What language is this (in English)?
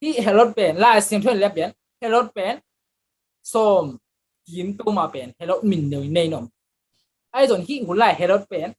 Tedim Chin